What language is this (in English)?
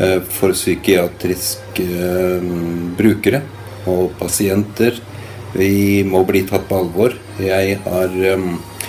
Norwegian